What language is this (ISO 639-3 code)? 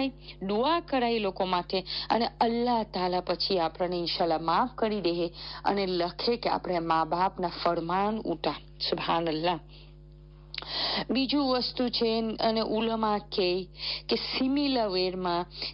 guj